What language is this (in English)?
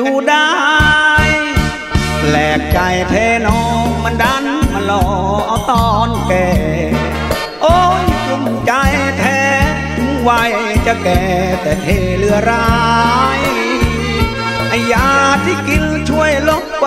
Thai